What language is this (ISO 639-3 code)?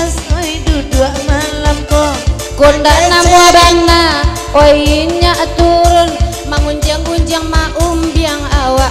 min